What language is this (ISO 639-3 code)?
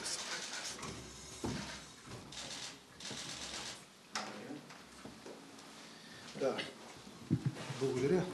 bul